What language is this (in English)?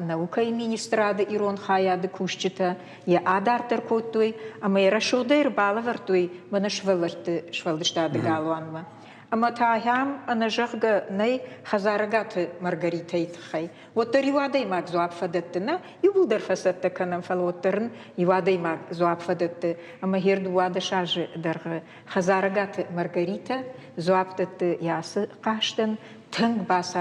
Ossetic